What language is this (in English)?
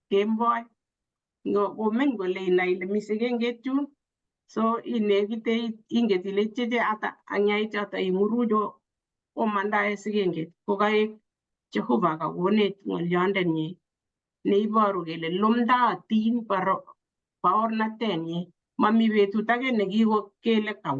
Kalenjin